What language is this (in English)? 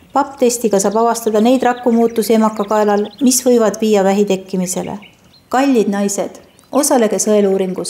Estonian